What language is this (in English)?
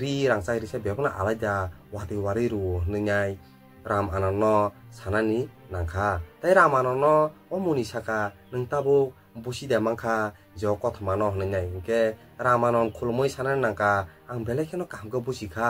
Kok Borok